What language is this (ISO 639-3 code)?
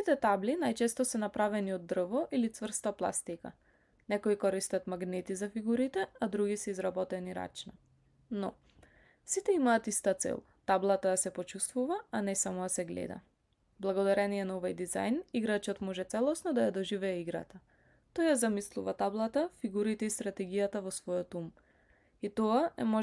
mkd